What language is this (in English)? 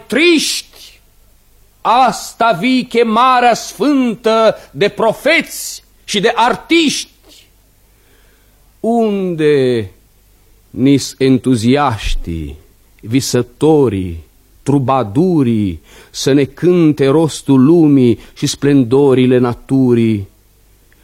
Romanian